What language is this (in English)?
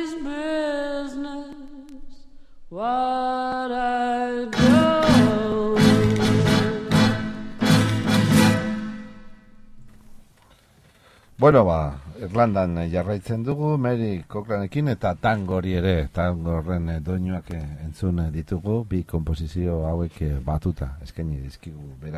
Basque